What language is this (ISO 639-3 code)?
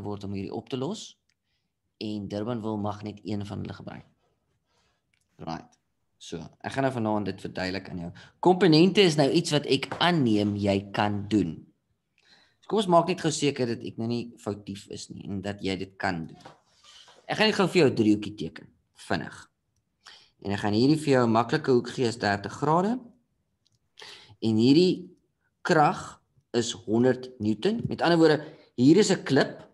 afr